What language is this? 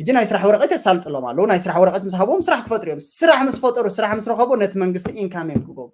Tigrinya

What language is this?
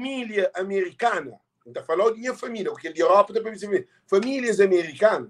Kabuverdianu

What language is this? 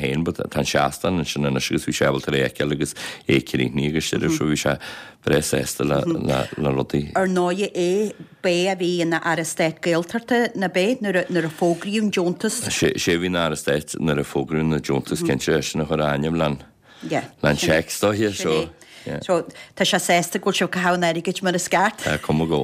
Irish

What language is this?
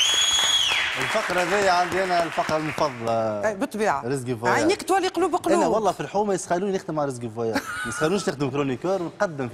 Tunisian Arabic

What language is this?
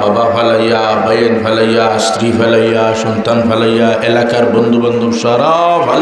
Sylheti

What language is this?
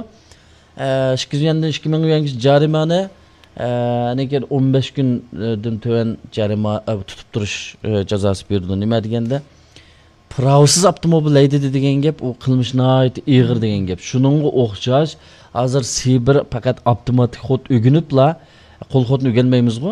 Uyghur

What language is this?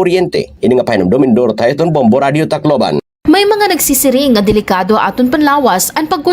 Waray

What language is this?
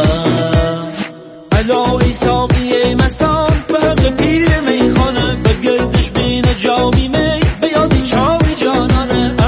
Persian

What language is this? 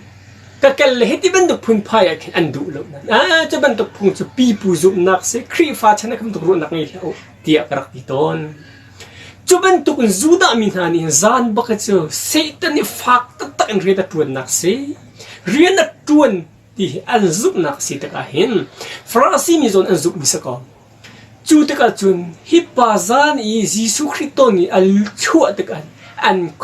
Hakha Chin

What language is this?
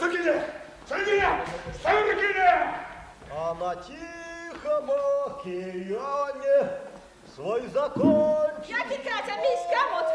Erzya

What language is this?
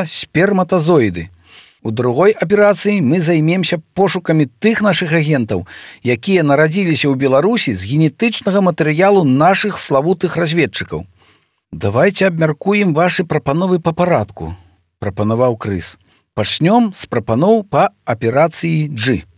Belarusian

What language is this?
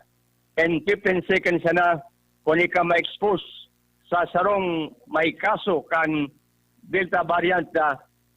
Bikol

